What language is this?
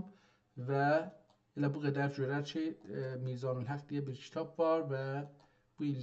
South Azerbaijani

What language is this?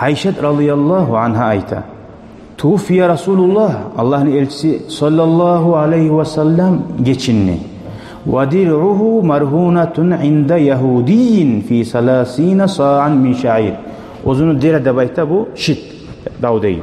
Kumyk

